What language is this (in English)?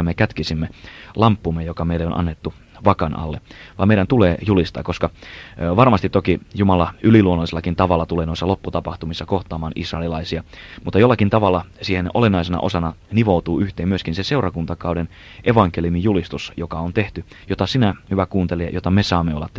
Finnish